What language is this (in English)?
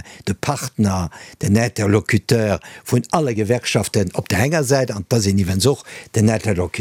Luxembourgish